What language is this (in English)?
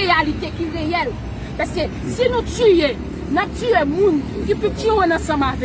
Haitian Creole